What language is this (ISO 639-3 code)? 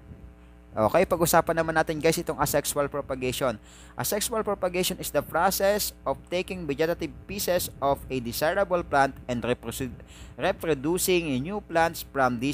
fil